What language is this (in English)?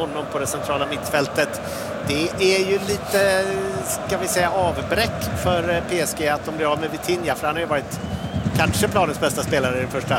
Swedish